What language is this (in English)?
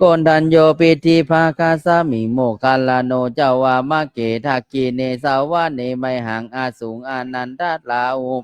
Pali